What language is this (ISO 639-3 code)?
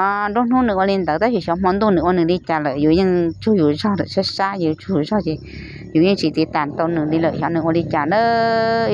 hmn